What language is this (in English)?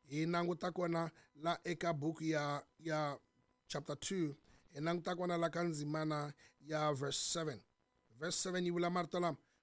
Tsonga